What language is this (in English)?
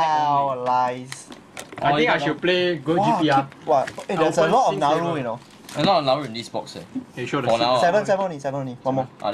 English